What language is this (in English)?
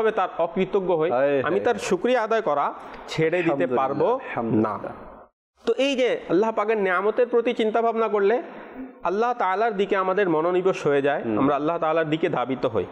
Bangla